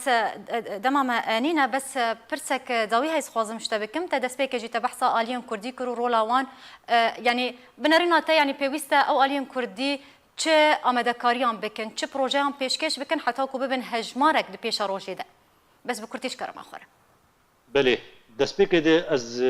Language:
Kurdish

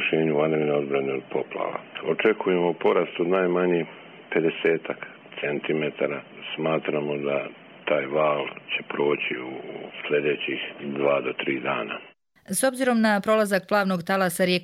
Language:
Croatian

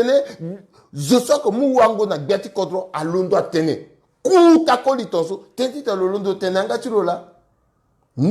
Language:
Sango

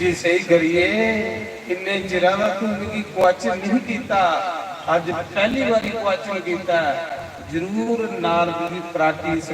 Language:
Dogri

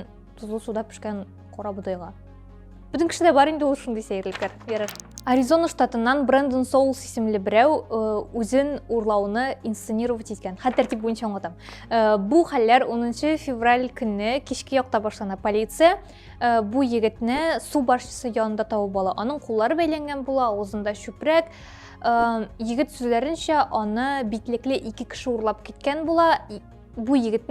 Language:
Tatar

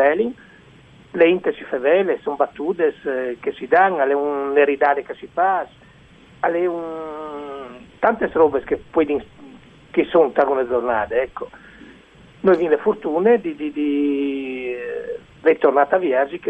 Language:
Friulian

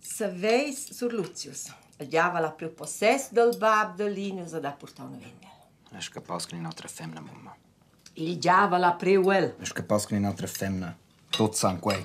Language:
Romansh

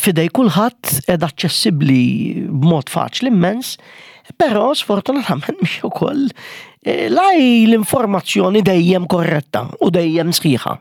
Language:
Maltese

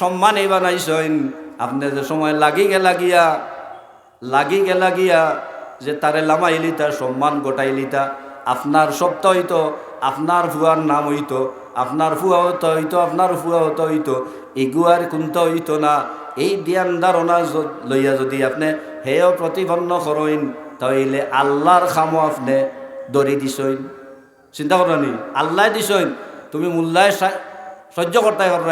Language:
Sylheti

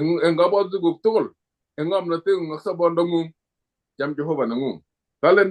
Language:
Kalenjin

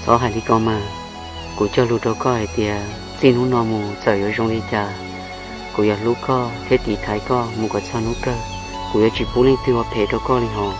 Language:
Hmong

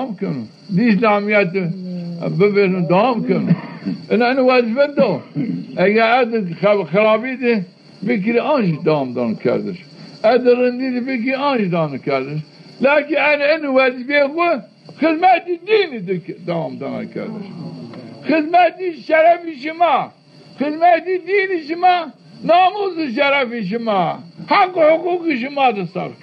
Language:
Zaza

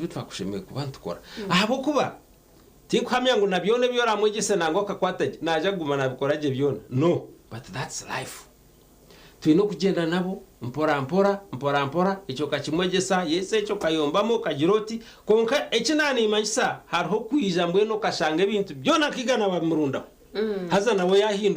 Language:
Nyankole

